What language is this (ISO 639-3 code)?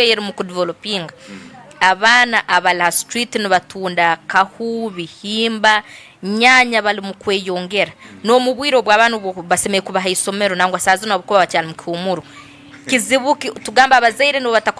ttj